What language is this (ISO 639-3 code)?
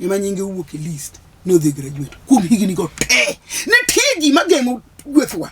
luo